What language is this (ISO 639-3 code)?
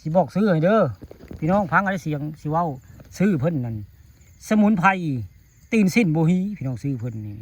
tts